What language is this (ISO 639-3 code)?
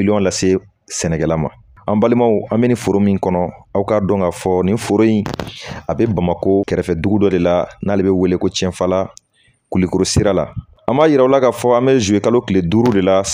bam